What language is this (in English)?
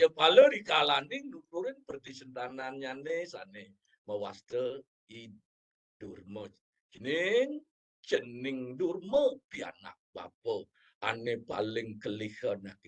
Balinese